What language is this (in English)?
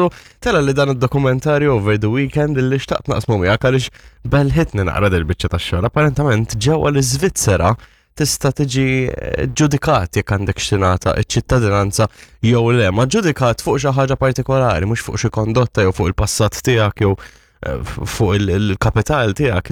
Maltese